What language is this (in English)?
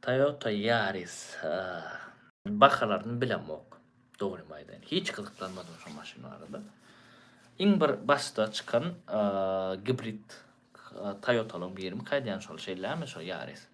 Turkmen